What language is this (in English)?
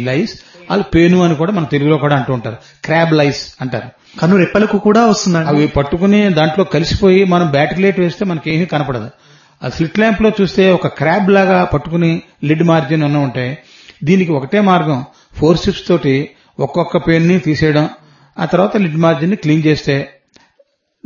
Telugu